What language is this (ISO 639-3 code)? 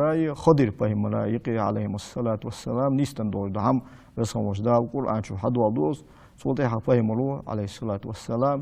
inh